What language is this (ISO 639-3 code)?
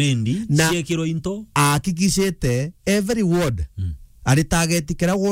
mer